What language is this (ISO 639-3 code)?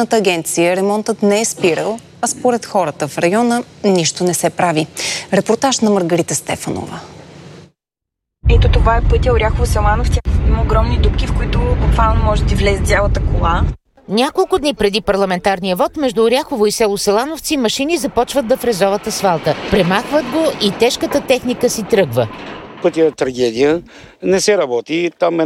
bul